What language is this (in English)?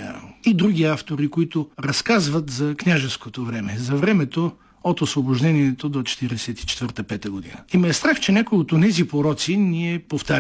Bulgarian